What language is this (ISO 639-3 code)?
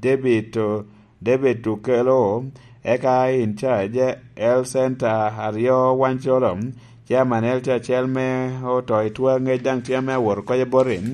laj